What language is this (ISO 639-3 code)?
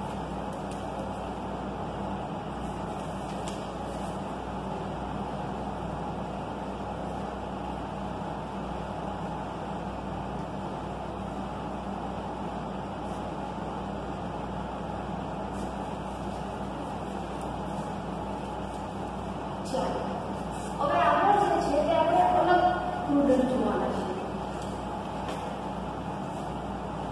guj